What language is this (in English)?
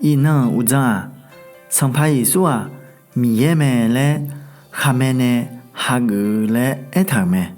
Akha